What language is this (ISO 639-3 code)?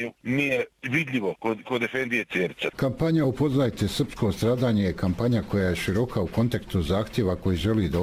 bos